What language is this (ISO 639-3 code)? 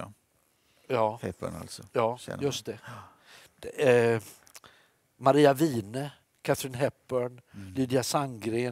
swe